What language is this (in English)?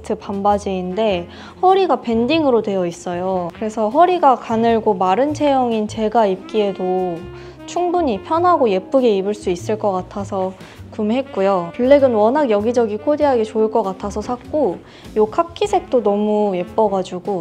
Korean